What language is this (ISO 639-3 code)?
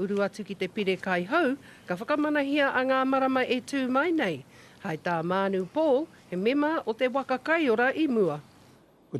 mri